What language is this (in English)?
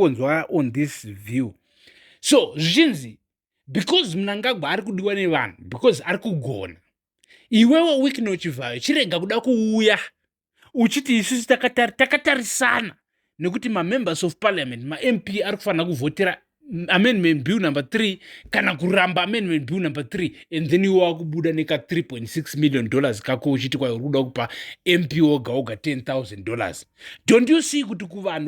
Shona